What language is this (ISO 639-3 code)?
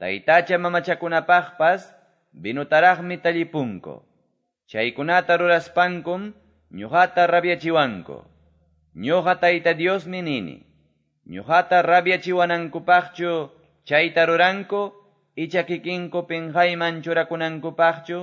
que